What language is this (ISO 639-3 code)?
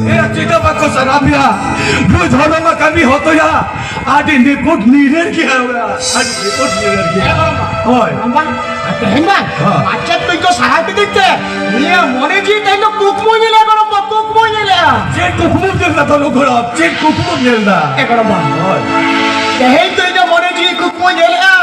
sat